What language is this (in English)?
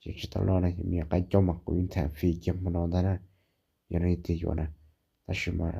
Hmong